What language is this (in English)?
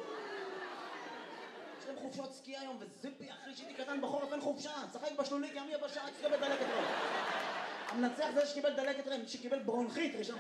Hebrew